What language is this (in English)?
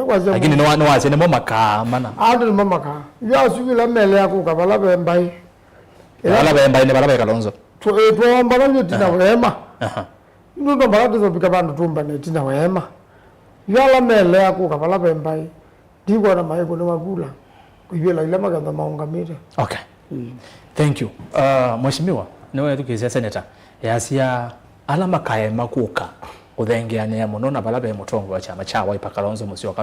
Kamba